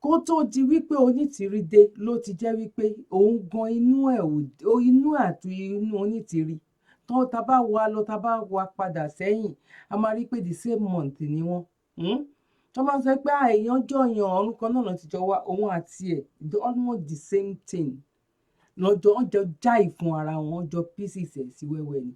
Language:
Yoruba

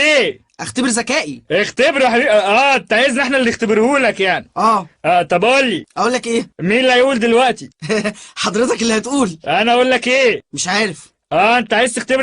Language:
Egyptian Arabic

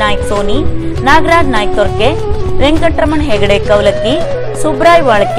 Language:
Kannada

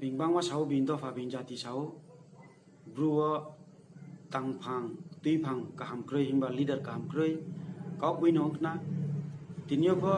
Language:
Riang (India)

